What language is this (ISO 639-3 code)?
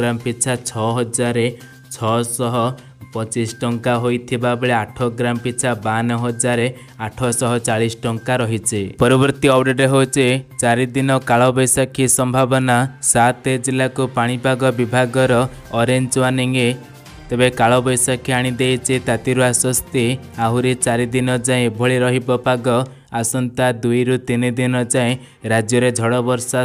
ori